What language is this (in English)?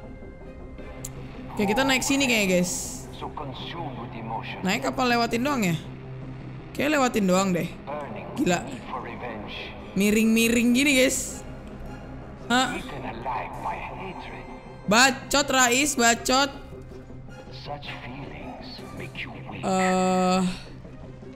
Indonesian